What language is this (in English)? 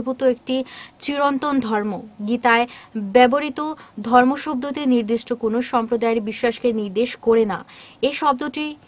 Bangla